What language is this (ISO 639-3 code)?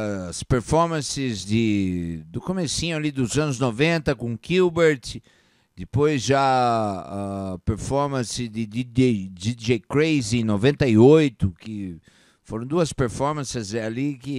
por